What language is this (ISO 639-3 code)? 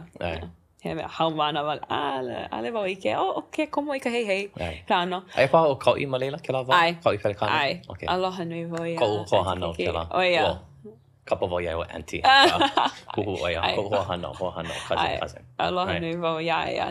haw